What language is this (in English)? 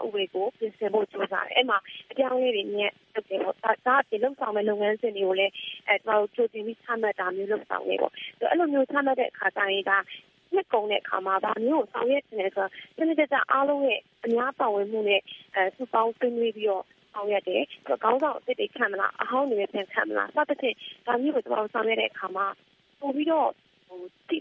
Burmese